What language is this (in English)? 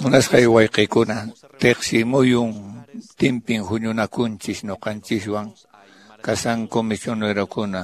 Quechua